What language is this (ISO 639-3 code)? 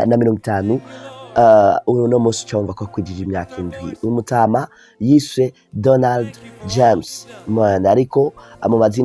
run